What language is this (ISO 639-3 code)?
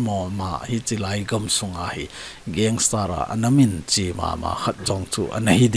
tcz